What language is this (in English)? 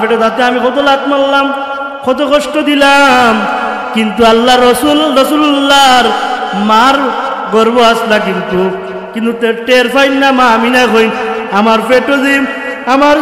Sylheti